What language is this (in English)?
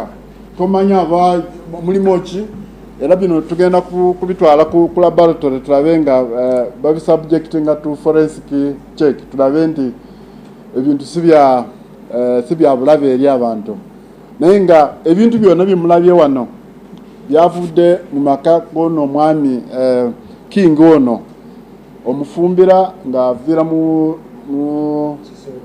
Ganda